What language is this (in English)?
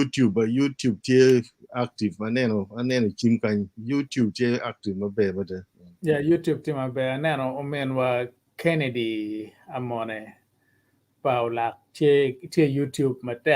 Acoli